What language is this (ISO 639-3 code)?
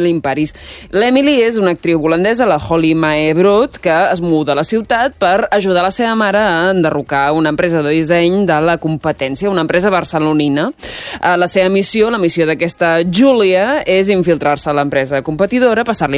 cat